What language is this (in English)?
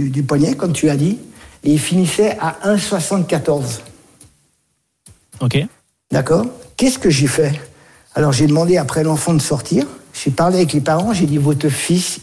French